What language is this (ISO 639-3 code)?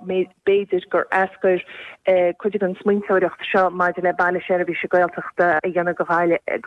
gle